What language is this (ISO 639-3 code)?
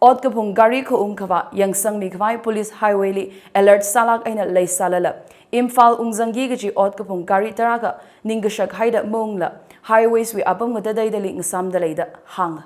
nmf